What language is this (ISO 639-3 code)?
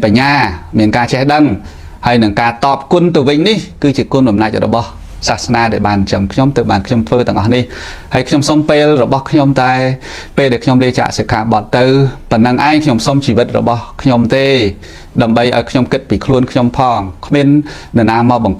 khm